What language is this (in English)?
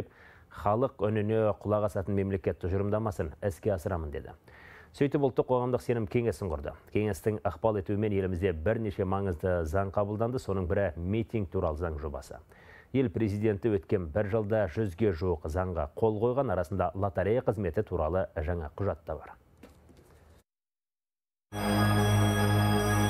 Kazakh